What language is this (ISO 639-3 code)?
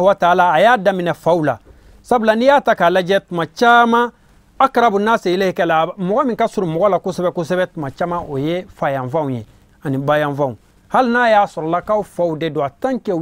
bam